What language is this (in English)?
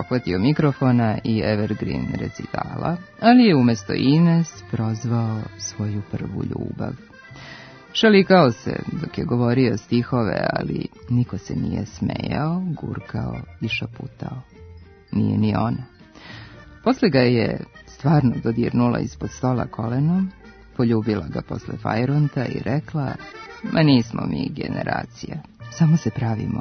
Serbian